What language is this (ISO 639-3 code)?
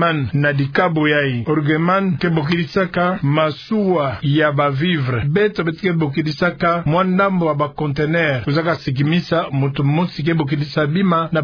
ktu